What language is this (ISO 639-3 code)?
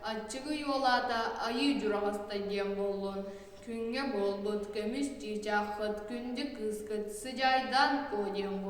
sah